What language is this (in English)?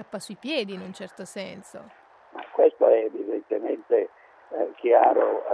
Italian